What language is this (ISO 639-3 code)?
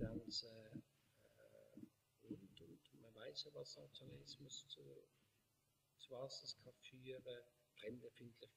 gsw